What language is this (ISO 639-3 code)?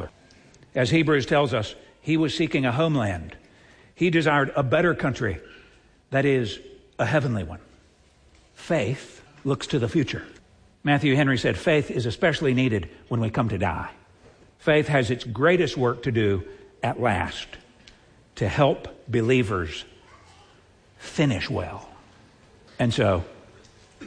eng